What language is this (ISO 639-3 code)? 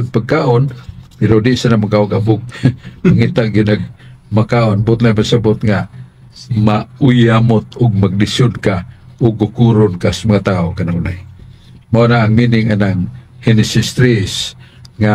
ceb